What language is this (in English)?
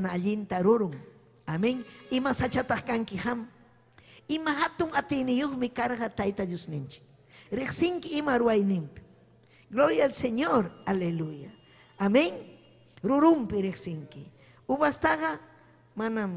Ayacucho Quechua